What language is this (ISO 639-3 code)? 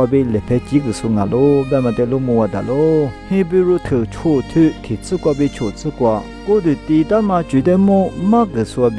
lis